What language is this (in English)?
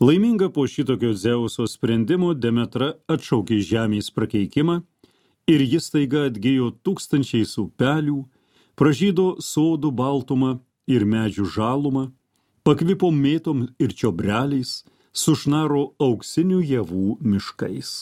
Lithuanian